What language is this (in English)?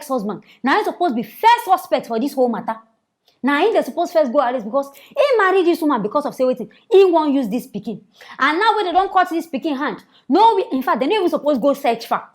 Nigerian Pidgin